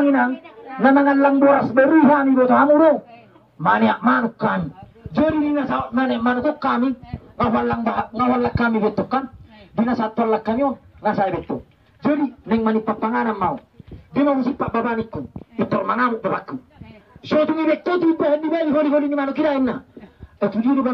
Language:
Batak Toba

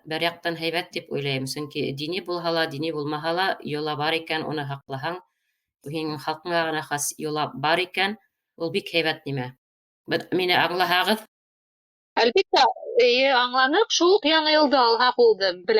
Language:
Bashkir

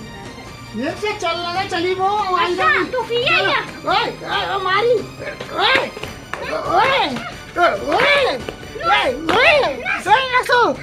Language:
Dogri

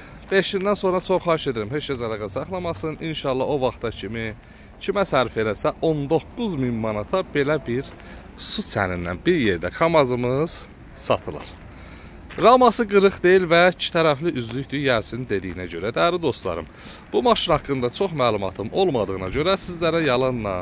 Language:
Azerbaijani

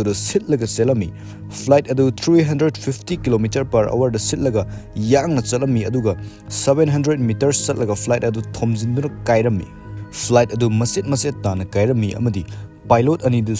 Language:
Manipuri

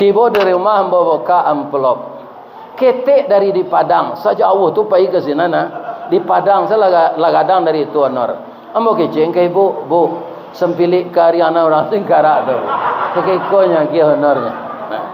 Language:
Minangkabau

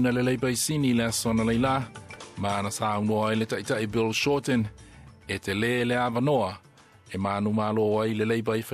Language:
Samoan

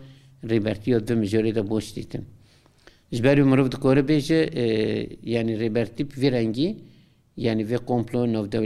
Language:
Kurdish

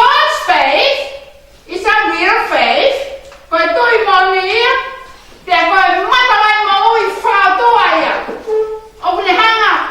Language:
Tongan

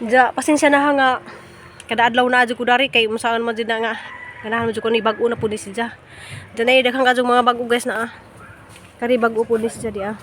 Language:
Cebuano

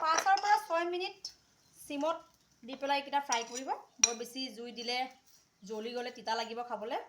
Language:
Assamese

